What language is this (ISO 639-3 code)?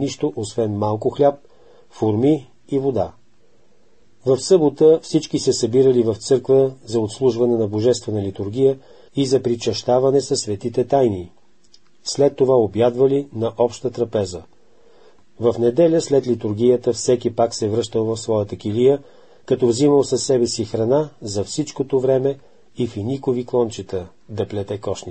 bul